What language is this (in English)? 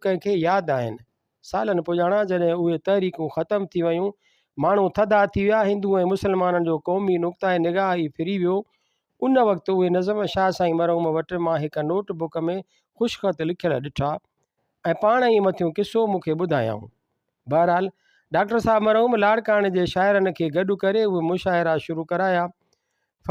Sindhi